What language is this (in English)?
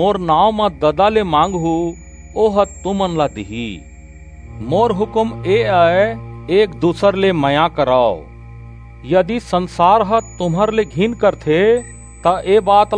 Chhattisgarhi